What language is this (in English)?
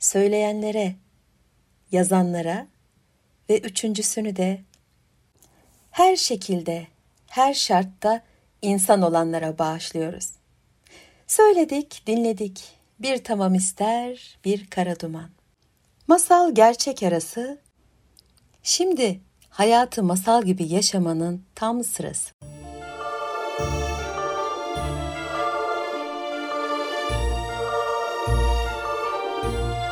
Turkish